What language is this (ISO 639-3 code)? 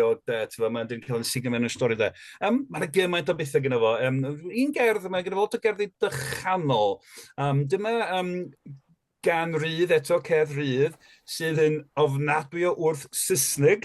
cym